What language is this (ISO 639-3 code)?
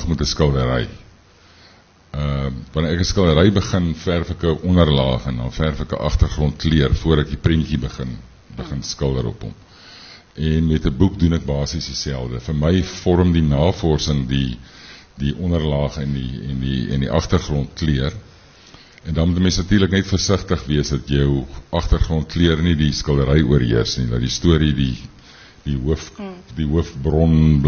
afr